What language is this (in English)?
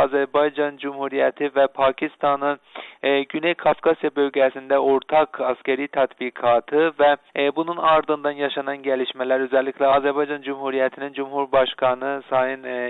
Turkish